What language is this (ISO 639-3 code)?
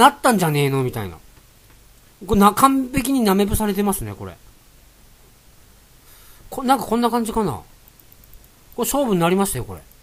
jpn